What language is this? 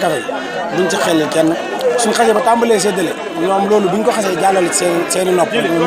Wolof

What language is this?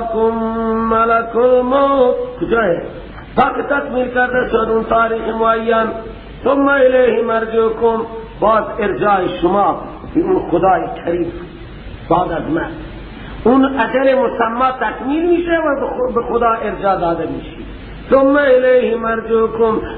Persian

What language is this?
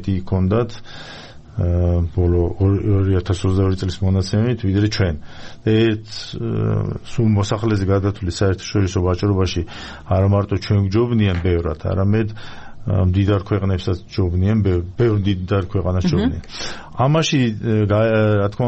Georgian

